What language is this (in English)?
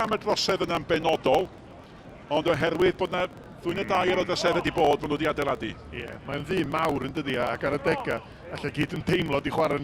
Welsh